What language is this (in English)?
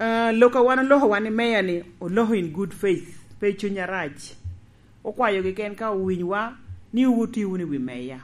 Lango (Uganda)